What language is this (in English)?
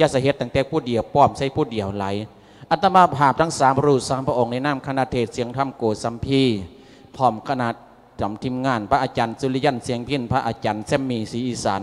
Lao